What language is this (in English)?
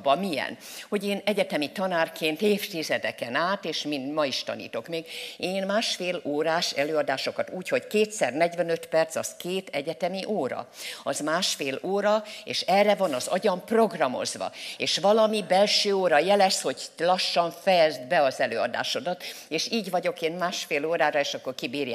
Hungarian